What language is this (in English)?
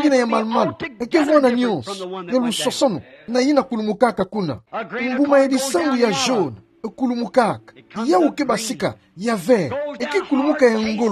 Kituba (Democratic Republic of Congo)